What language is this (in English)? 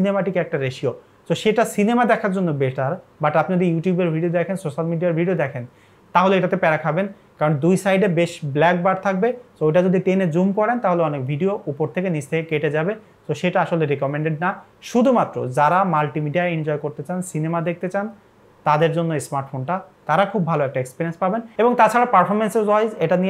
Bangla